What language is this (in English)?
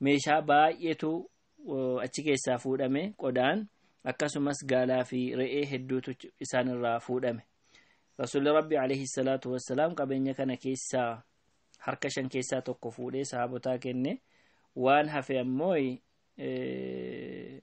Oromo